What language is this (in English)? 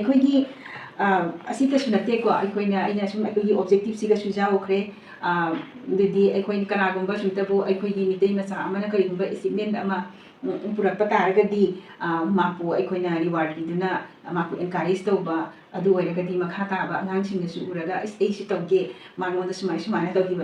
Manipuri